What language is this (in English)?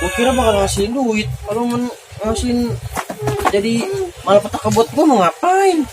Betawi